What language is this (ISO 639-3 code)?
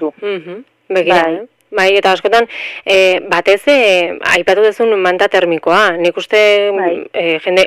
eus